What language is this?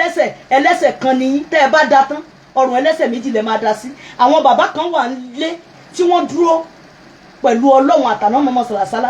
Yoruba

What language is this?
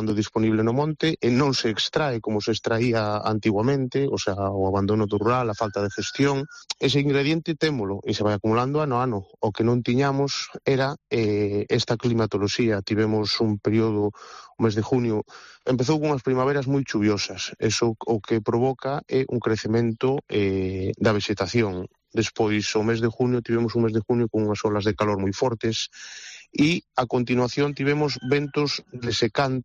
Galician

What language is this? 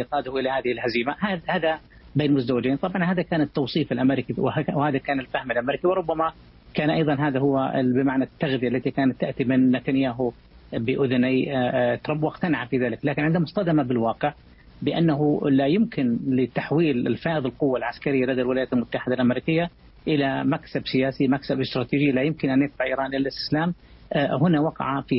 Arabic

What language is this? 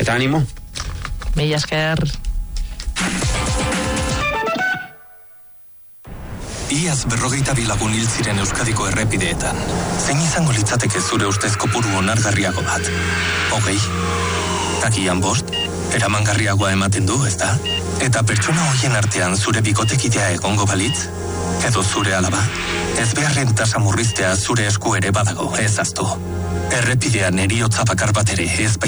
Basque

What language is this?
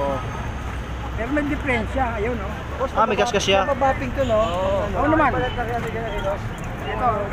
Filipino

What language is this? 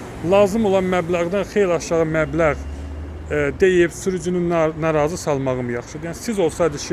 Azerbaijani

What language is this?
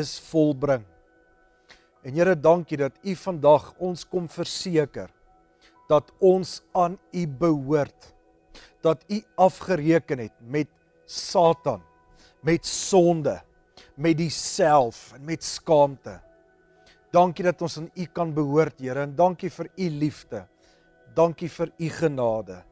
Afrikaans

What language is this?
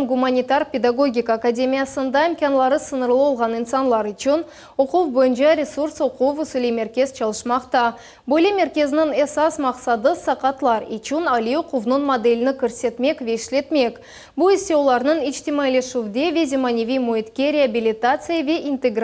Crimean Tatar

